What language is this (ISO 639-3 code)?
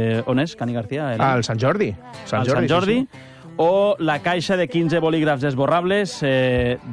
cat